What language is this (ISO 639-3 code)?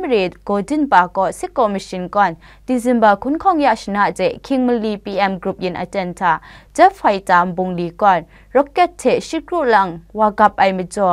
kac